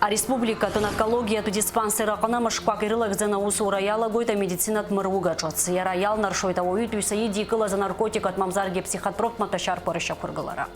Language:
Abkhazian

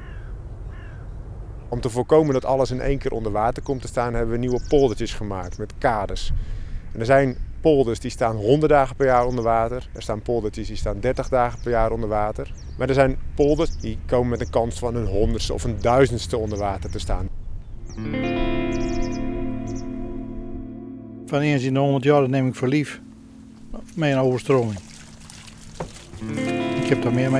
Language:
Dutch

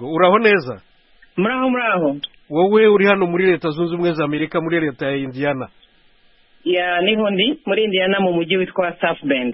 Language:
Kinyarwanda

